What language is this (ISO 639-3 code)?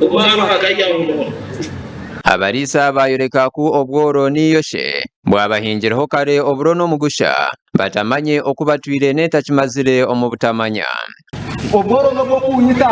nyn